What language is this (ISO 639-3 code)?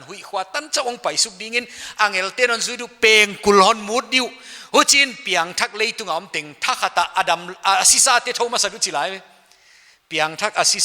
pck